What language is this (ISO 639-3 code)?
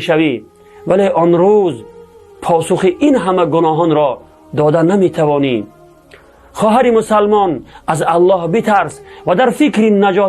tgk